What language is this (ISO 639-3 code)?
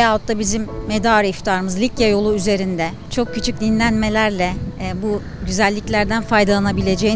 tur